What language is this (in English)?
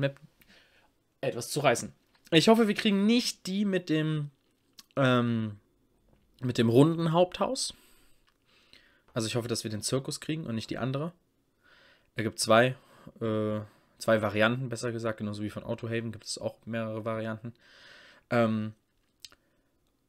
German